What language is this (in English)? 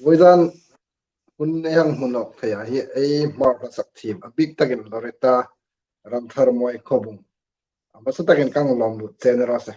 Hmar